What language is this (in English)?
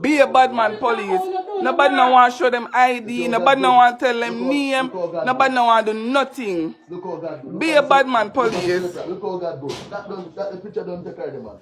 Jamaican Creole English